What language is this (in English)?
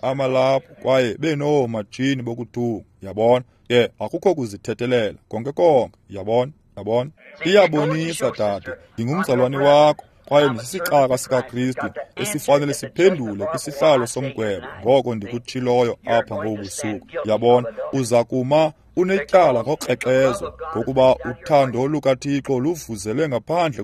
Xhosa